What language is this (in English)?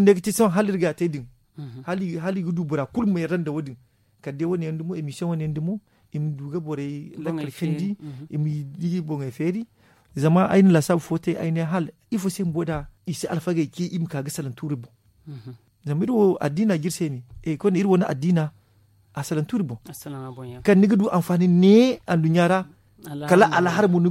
Zarma